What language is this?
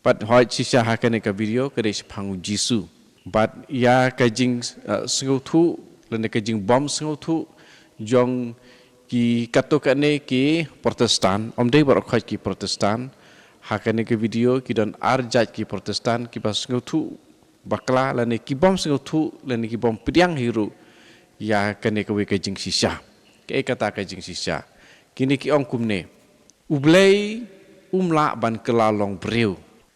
Khasi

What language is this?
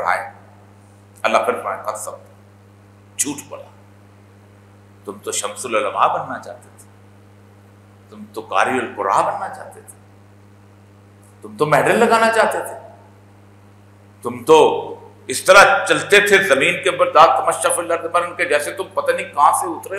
Urdu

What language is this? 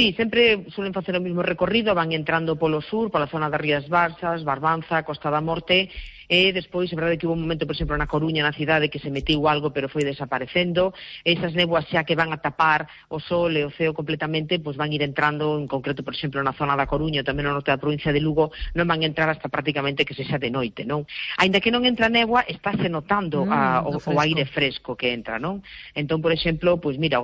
Galician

